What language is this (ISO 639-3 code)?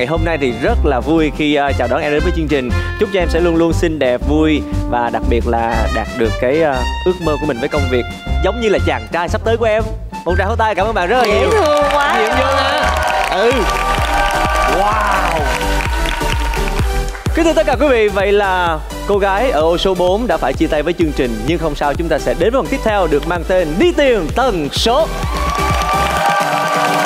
vie